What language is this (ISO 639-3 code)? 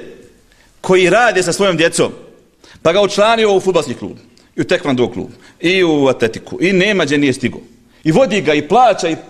bos